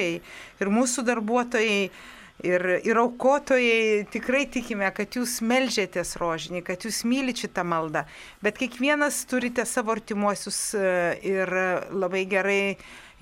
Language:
Lithuanian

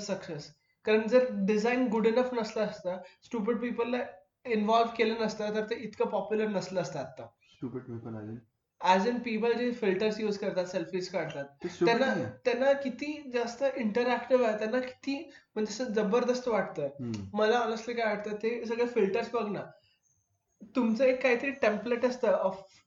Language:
Marathi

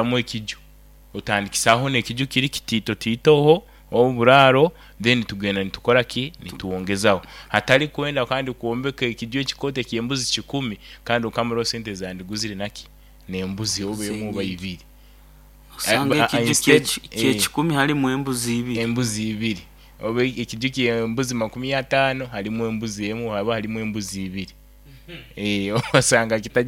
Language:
Nyoro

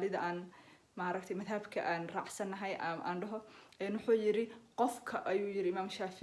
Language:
Somali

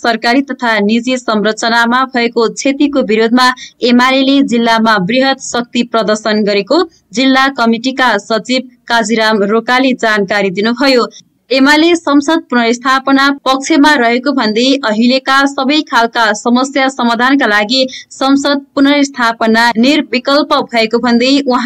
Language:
Nepali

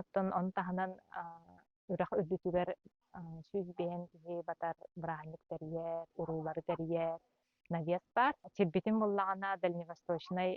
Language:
Yakut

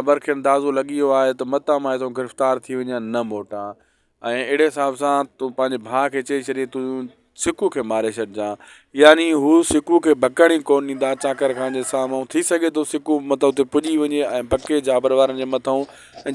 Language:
Sindhi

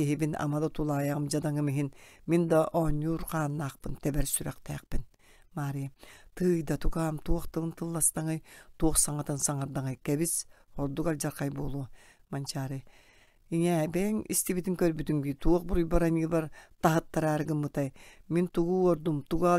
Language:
Yakut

